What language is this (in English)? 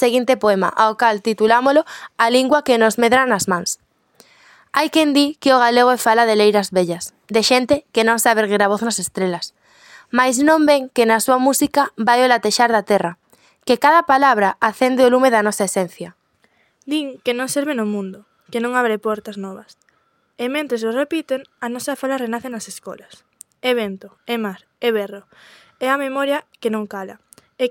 Galician